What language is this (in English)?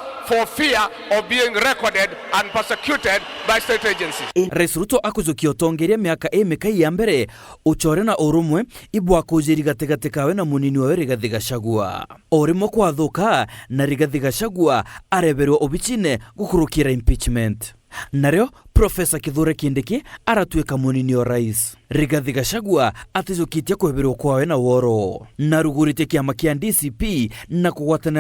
Meru